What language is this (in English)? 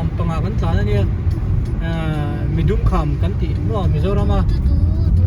Hmar